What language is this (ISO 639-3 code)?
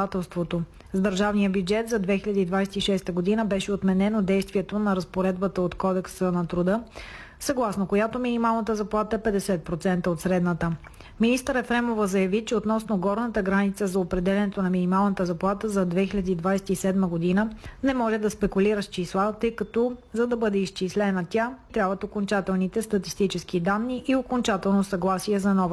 bul